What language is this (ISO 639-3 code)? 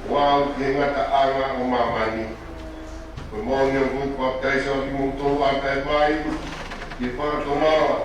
ton